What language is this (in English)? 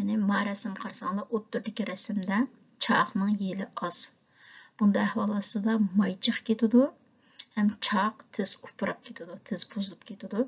Uyghur